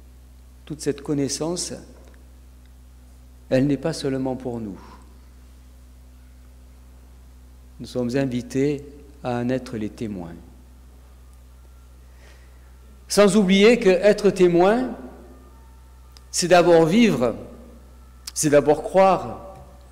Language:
French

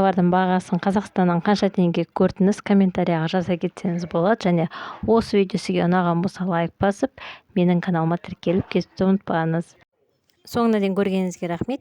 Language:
Kazakh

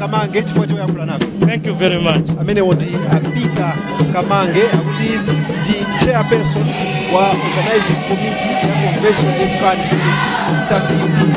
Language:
Nyanja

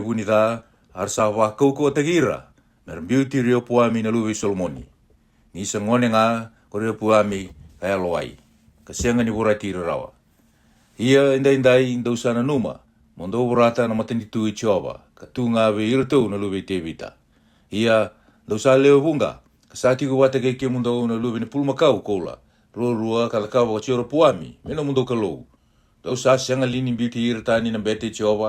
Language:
Fijian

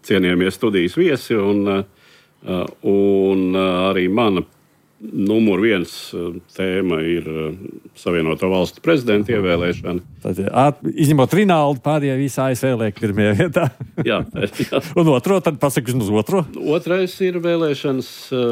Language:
Latvian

